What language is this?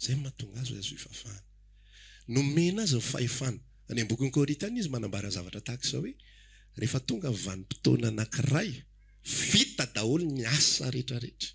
Malagasy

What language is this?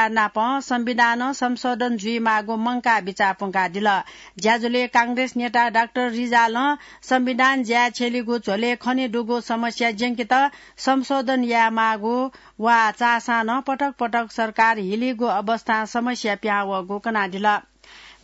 Newari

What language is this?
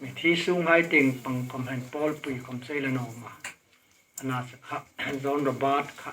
Hmar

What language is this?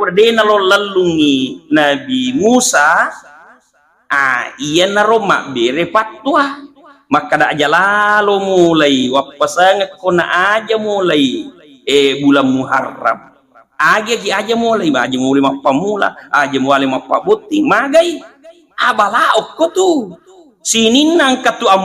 Buginese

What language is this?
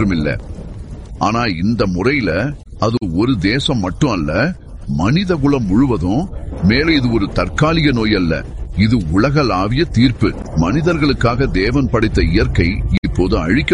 Tamil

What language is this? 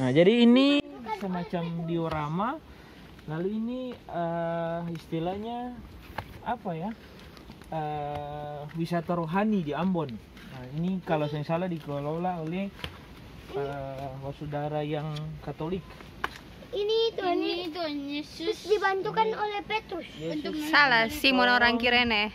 Ambonese Malay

